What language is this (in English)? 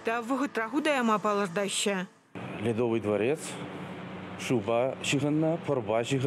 Chuvash